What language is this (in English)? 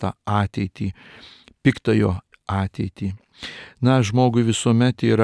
Lithuanian